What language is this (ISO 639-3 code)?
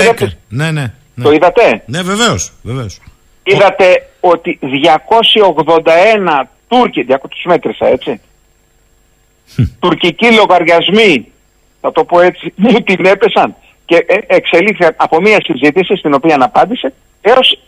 ell